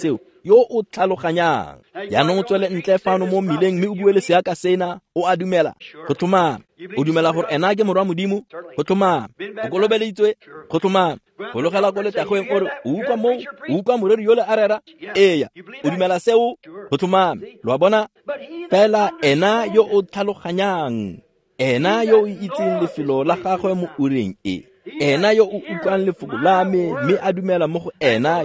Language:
Tswana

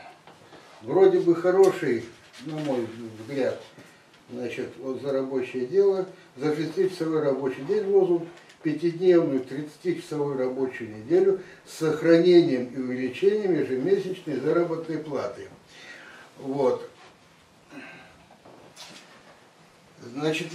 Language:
Russian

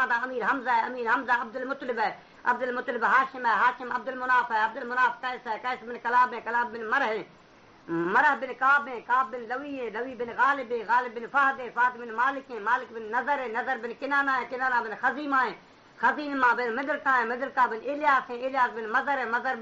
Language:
Baluchi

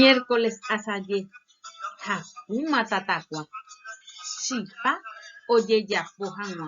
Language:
Guarani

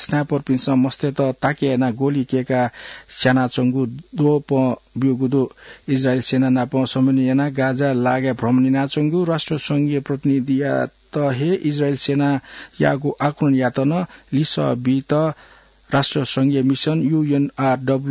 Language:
Newari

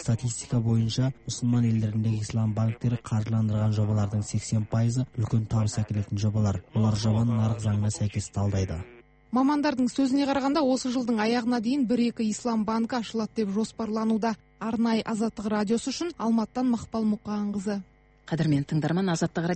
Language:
Kazakh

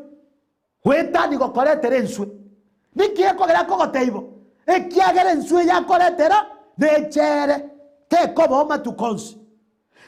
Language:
Gusii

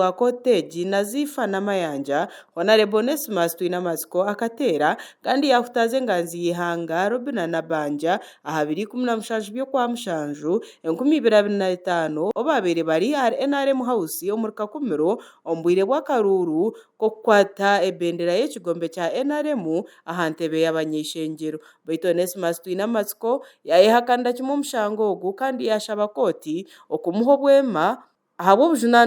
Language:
Nyankole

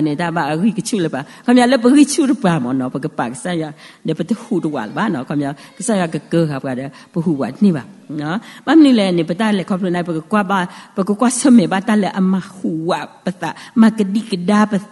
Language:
S'gaw Karen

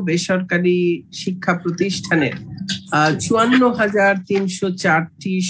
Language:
Bangla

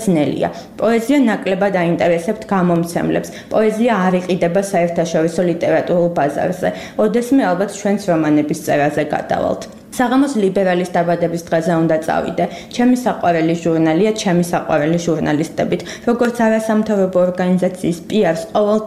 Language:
Georgian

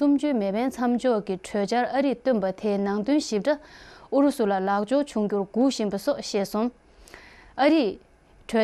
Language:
Tibetan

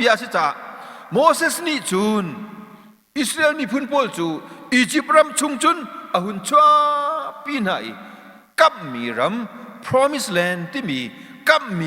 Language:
Hakha Chin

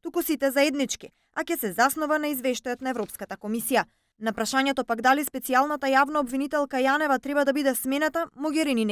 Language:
Macedonian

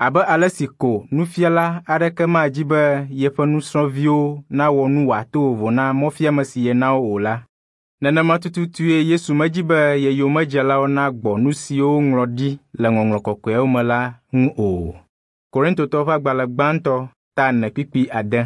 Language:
Ewe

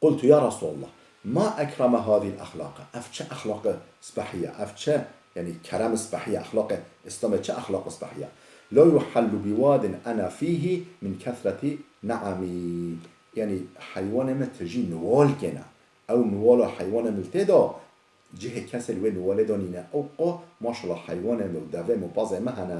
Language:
Kurdish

